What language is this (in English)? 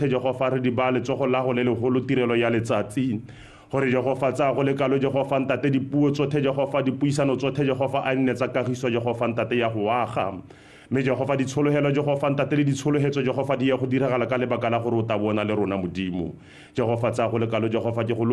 Tswana